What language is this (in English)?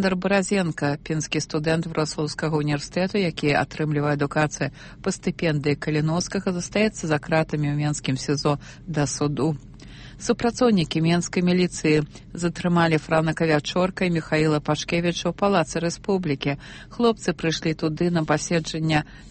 Belarusian